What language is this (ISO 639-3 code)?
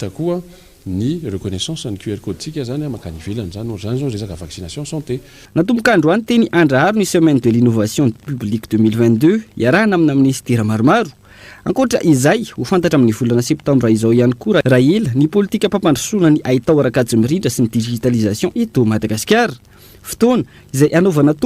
mlg